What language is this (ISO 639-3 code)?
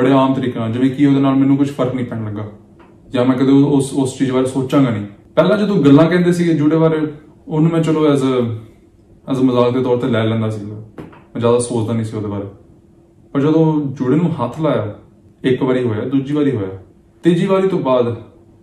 pan